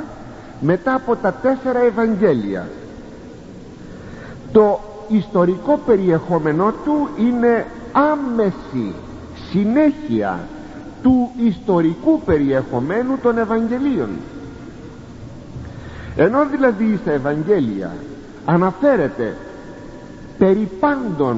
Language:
Greek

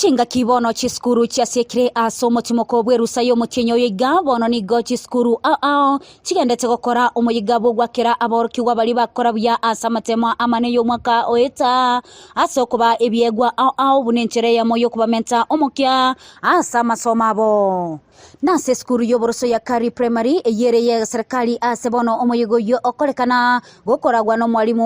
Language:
Gusii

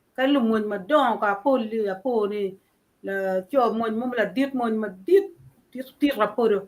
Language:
Acoli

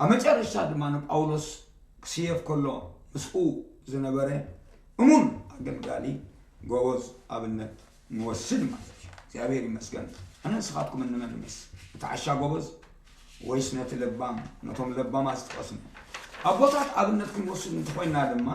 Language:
Tigrinya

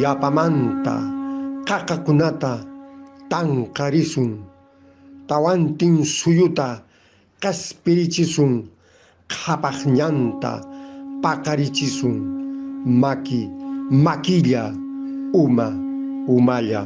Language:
Quechua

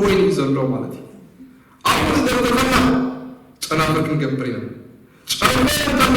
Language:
Tigrinya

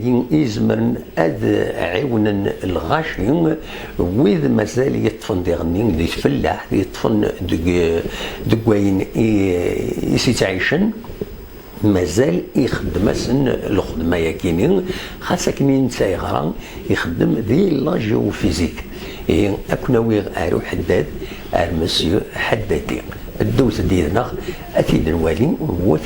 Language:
Kabyle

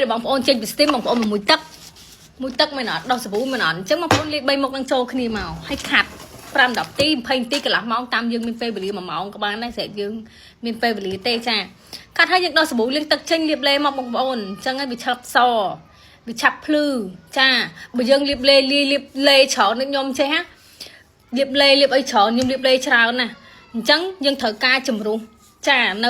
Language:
Khmer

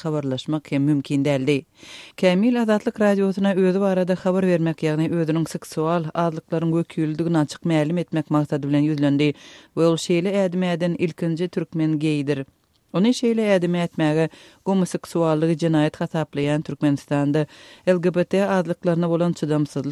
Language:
Turkmen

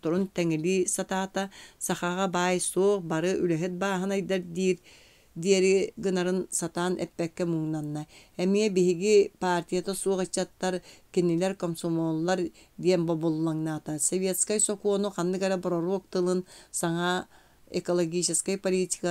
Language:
Yakut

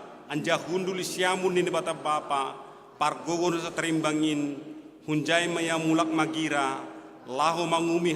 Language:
Batak Simalungun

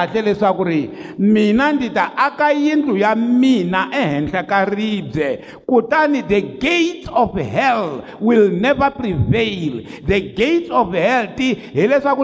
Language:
Tsonga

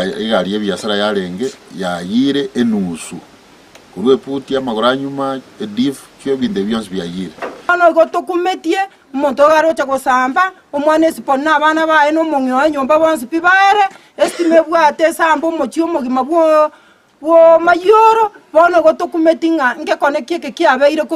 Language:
Gusii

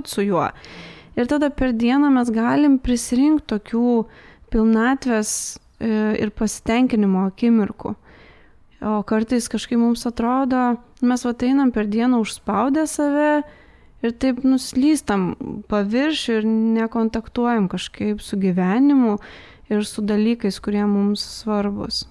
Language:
Lithuanian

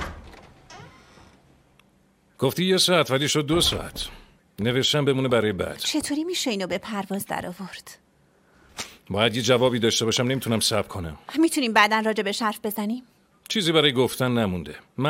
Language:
Persian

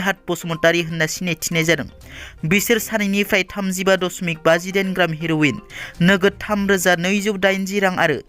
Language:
Bodo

